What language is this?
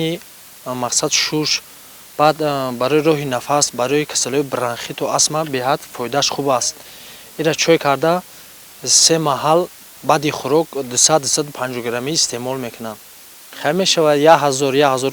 Tajik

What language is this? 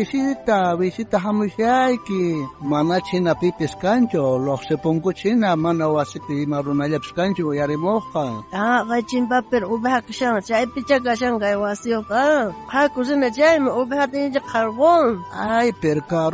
South Bolivian Quechua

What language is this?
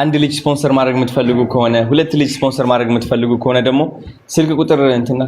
Amharic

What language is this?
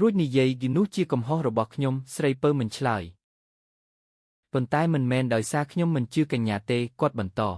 Khmer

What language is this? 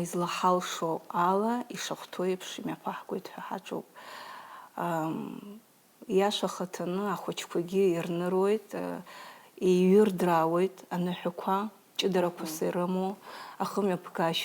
Abkhazian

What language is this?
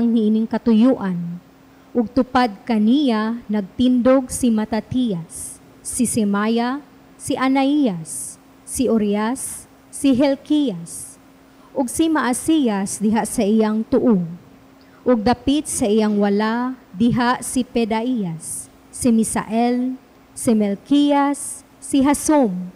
Cebuano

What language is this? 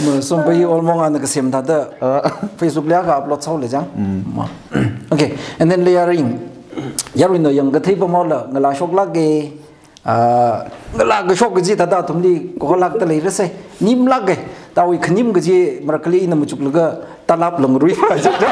Tangkhul Naga (India)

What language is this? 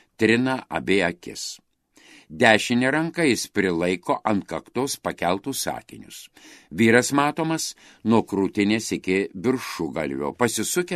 Lithuanian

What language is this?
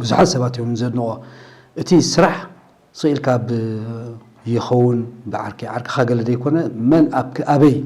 Tigrinya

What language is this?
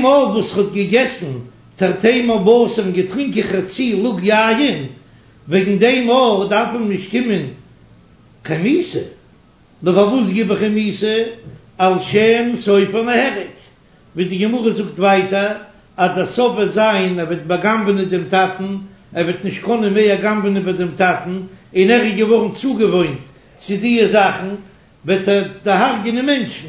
Yiddish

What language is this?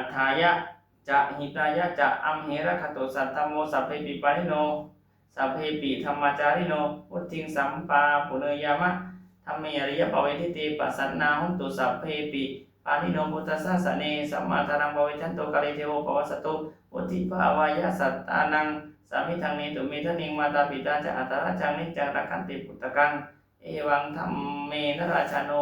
Pali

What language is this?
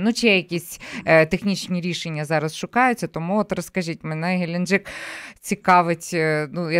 Ukrainian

